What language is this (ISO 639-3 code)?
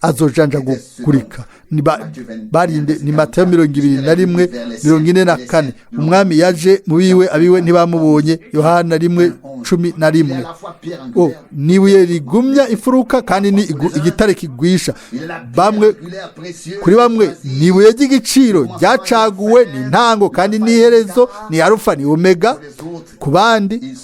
run